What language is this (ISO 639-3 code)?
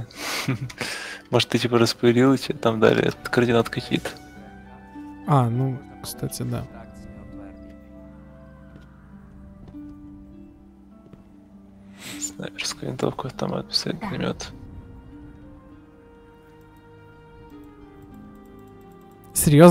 rus